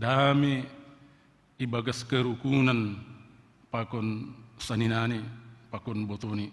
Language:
Batak Simalungun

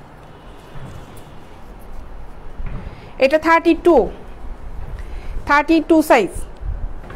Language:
Bangla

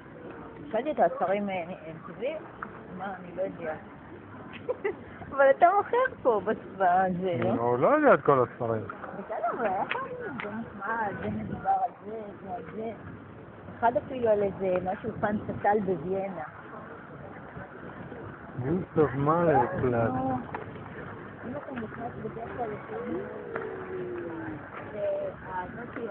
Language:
Hebrew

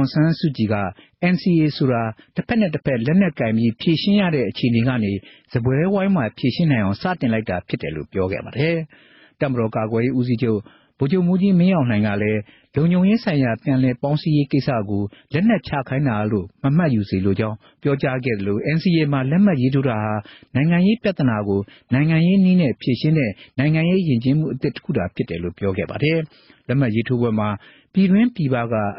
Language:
Burmese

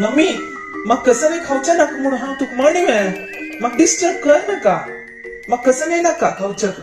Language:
Konkani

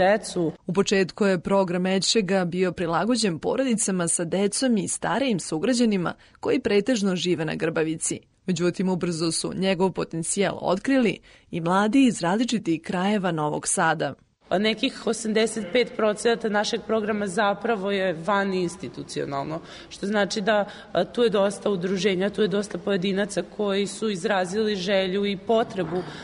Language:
Serbian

